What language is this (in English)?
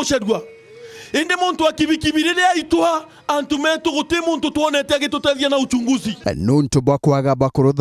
Meru